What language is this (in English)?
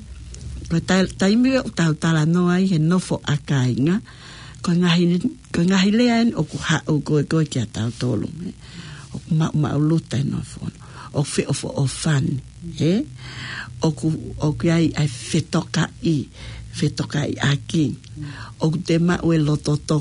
Tongan